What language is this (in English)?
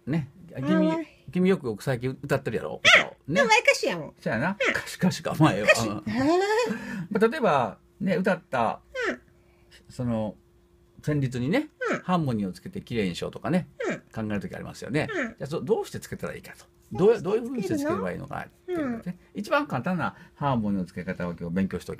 Japanese